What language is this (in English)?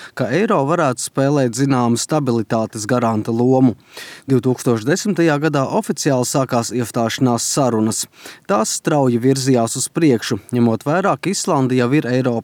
Latvian